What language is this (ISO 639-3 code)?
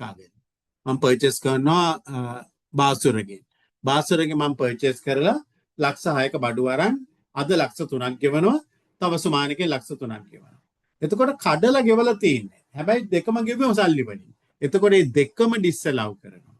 sin